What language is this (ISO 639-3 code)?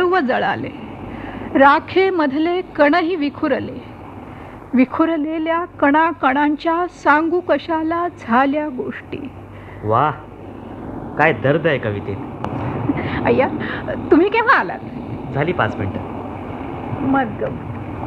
mar